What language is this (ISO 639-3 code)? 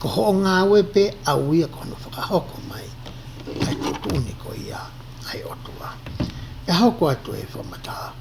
ton